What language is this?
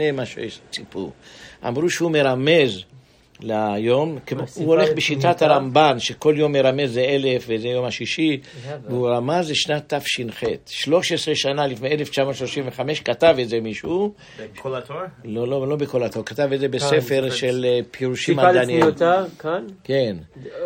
Hebrew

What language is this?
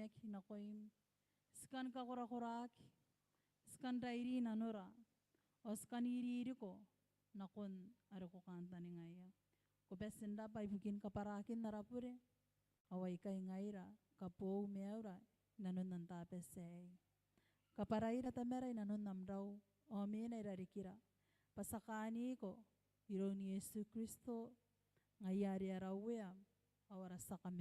Gilbertese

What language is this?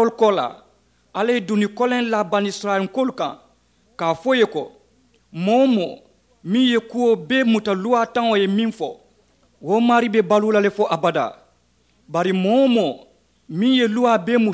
Mandingo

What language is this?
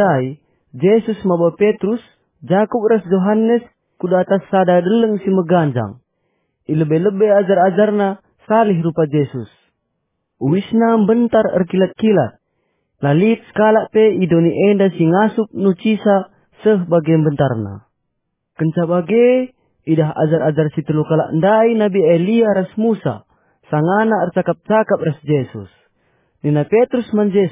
Batak Karo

